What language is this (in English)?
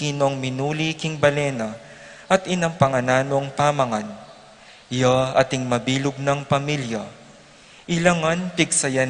Pampanga